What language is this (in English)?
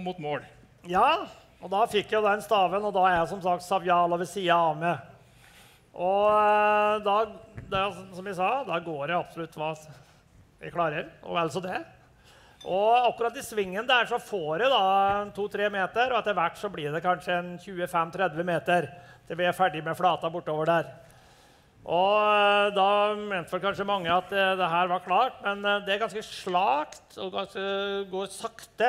Norwegian